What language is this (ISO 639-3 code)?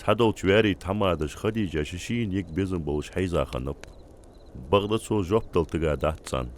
inh